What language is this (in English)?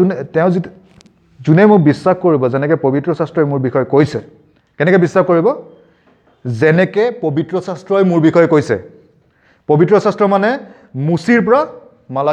Assamese